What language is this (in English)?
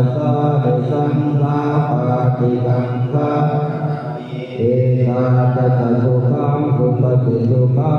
Pali